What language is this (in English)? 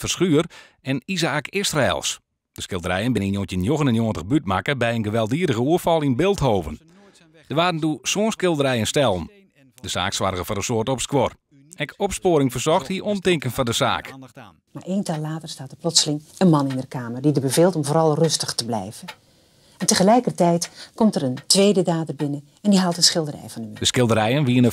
Western Frisian